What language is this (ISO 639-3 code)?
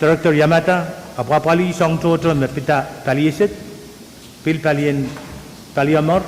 pon